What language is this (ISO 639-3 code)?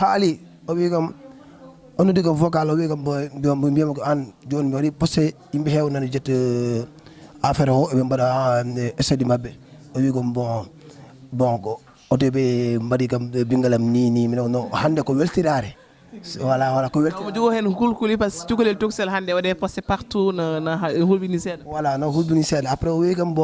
ful